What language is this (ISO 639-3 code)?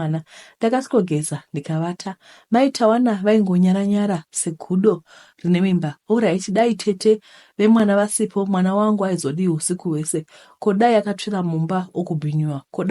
sna